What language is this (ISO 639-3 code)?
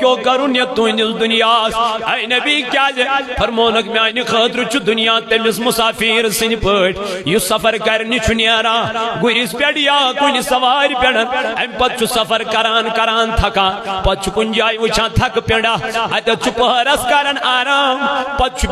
kas